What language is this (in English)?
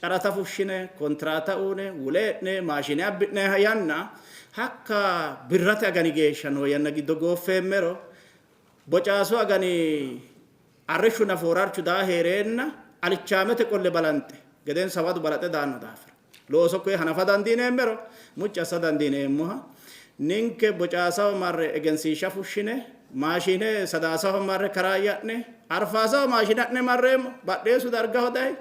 Sidamo